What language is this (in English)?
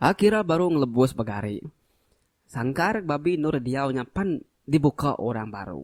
Iban